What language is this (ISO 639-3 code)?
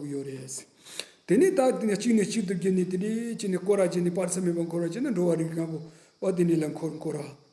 bod